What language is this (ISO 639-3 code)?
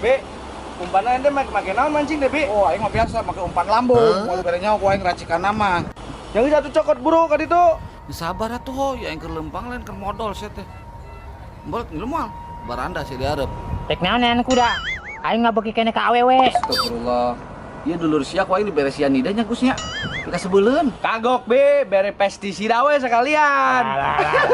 sun